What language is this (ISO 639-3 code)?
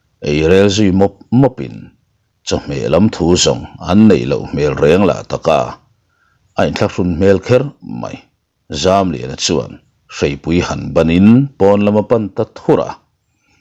lus